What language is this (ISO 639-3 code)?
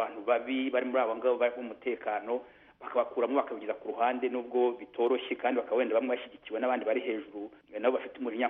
kin